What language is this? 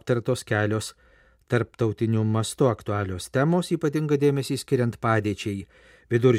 Lithuanian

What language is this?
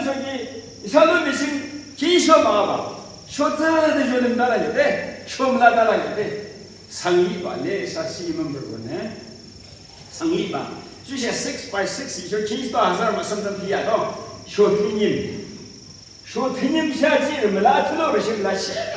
Yimchungru Naga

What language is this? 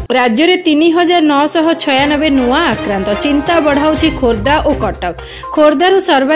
Odia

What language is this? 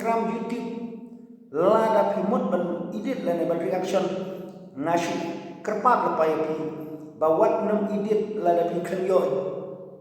Khasi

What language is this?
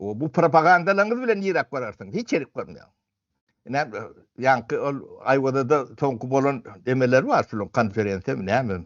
Turkmen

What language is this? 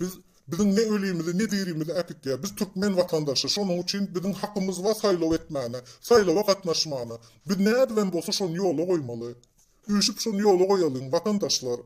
Turkmen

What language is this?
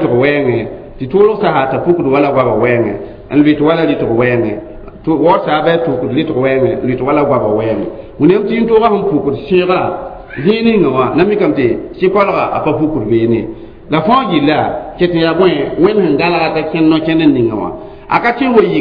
Mossi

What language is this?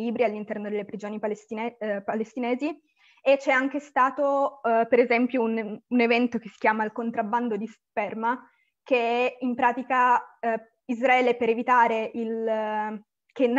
Italian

